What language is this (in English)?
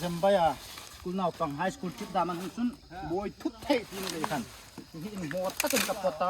Hmar